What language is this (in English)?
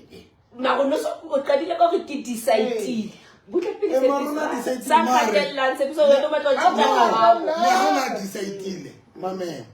Southern Sotho